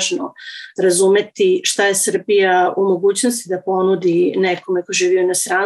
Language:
Serbian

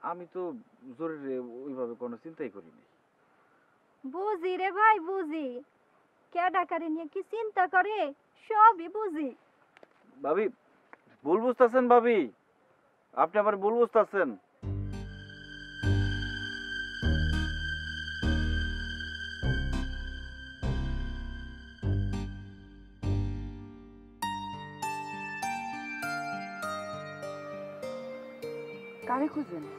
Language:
Bangla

